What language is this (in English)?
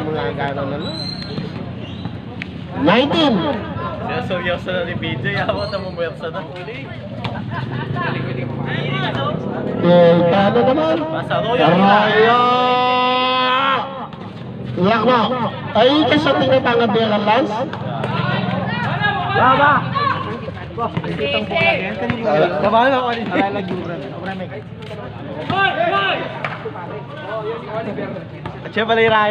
Filipino